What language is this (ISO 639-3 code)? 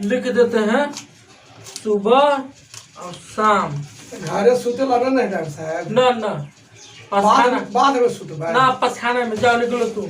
mag